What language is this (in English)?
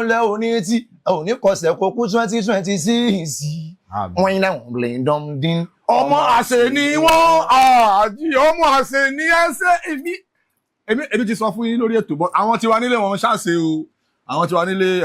Yoruba